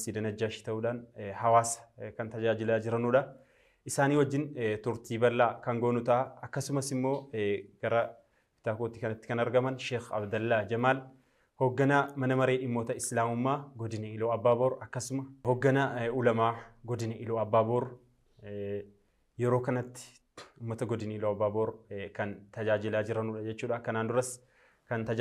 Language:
Oromo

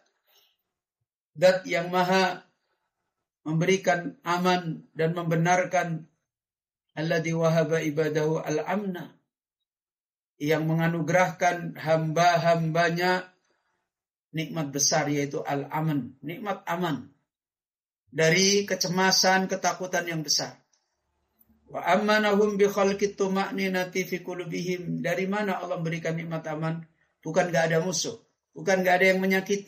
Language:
Indonesian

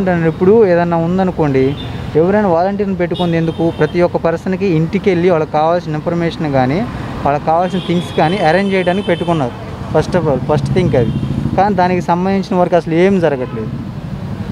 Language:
Telugu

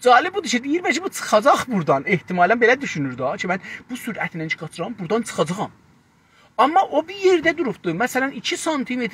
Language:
South Azerbaijani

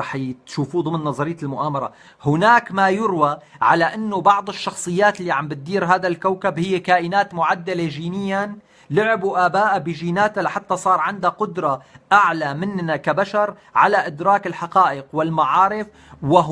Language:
North Levantine Arabic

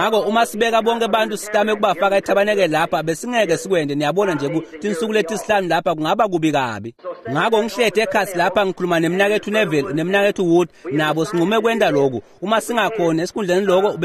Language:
Swati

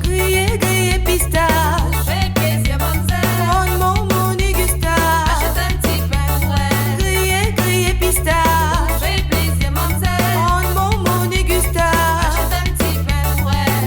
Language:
Réunion Creole French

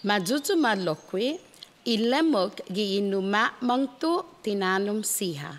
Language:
Chamorro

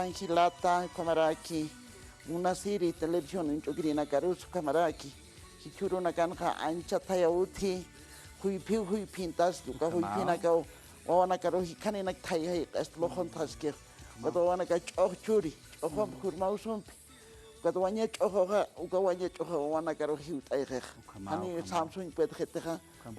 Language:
Aymara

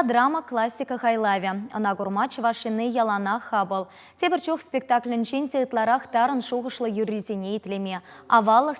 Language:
Chuvash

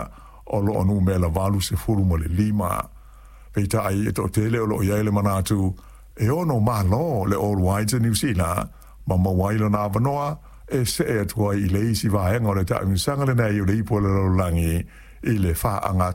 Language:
Samoan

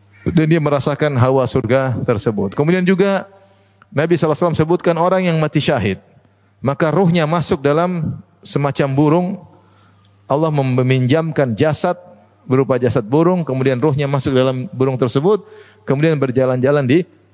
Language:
Indonesian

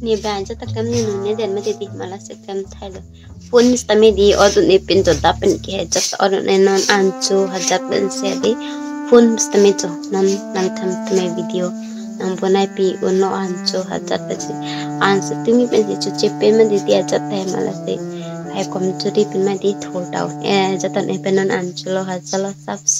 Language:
Karbi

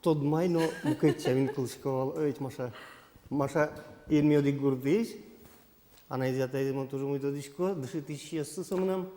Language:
Udmurt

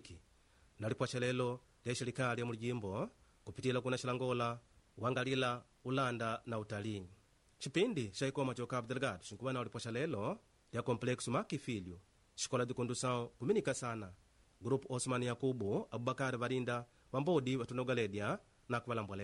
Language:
Makonde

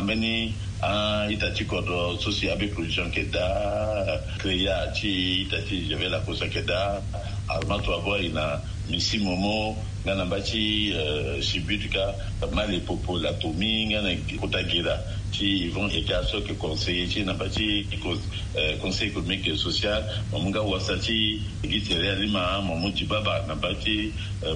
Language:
Sango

